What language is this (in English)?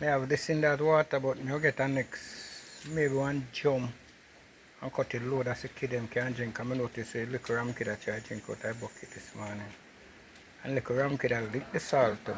Jamaican Creole English